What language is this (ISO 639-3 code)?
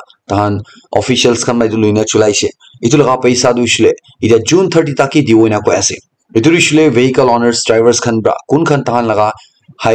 nag